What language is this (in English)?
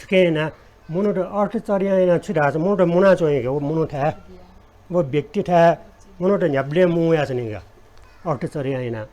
Newari